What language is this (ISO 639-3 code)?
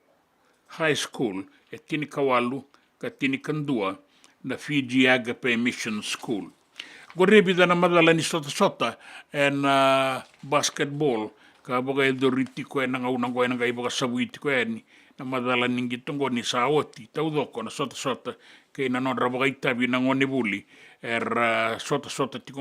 fij